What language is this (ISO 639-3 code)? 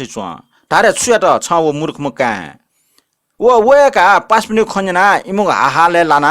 new